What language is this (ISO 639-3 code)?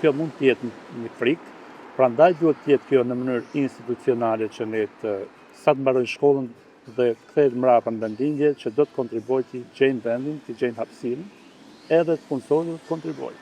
sqi